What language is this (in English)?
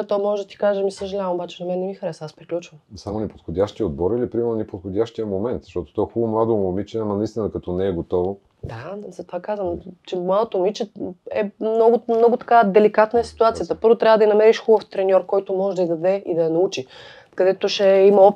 Bulgarian